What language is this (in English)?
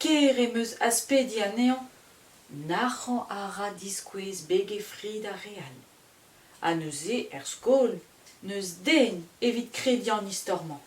Breton